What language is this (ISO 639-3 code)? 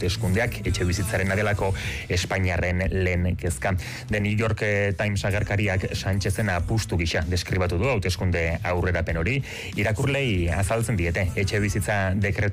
eus